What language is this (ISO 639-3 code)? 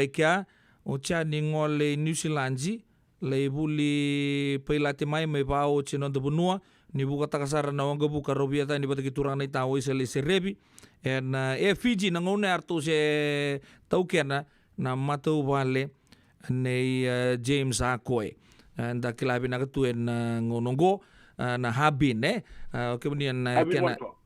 fij